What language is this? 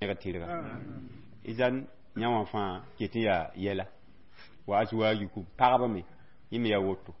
Mossi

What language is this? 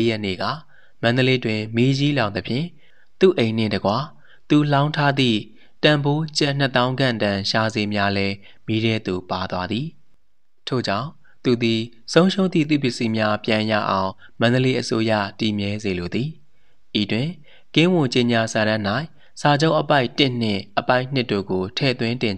Burmese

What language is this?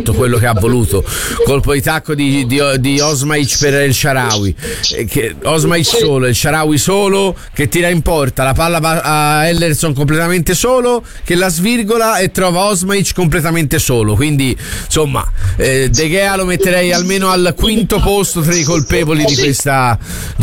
Italian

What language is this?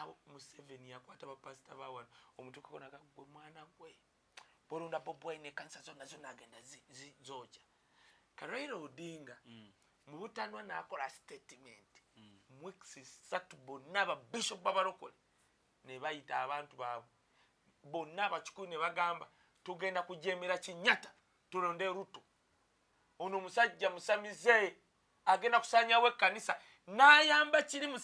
Ganda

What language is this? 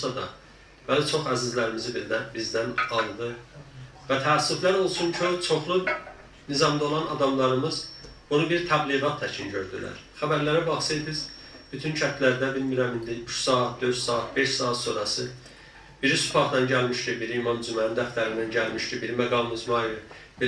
South Azerbaijani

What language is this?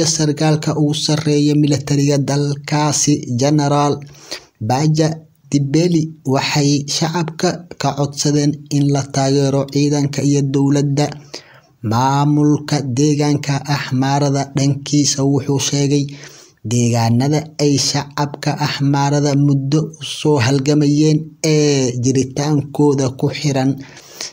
Somali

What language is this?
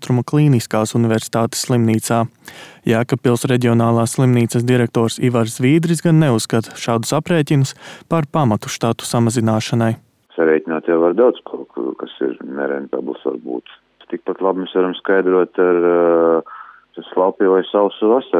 Latvian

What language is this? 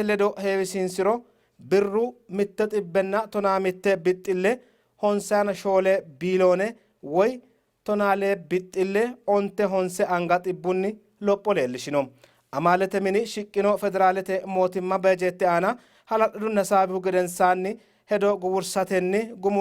Sidamo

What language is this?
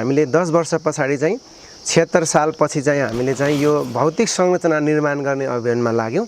Nepali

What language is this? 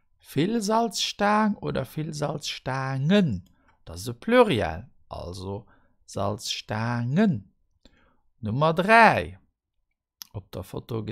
Luxembourgish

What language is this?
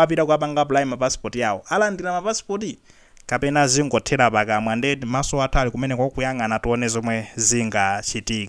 Nyanja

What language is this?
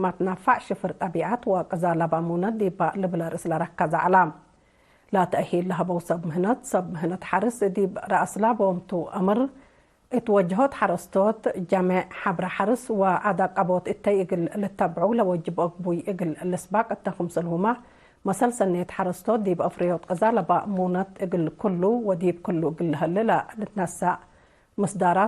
Tigre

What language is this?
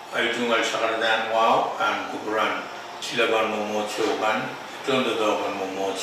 Pohnpeian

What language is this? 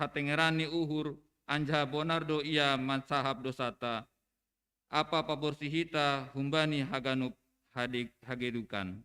Batak Simalungun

